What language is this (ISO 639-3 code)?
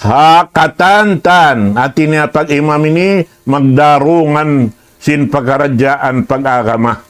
tsg